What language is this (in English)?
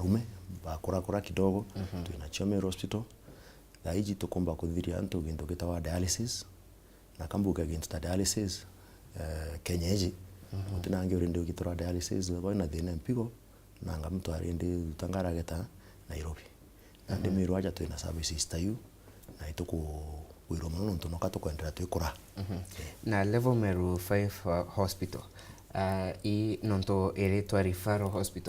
Meru